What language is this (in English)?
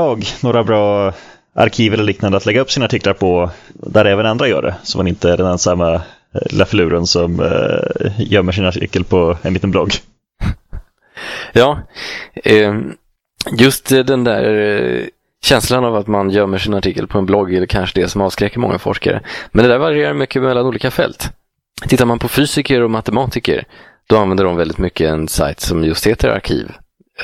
Swedish